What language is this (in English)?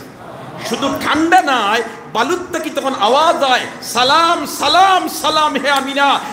Sylheti